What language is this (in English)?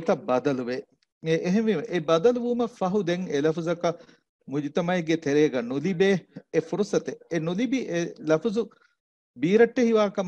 Divehi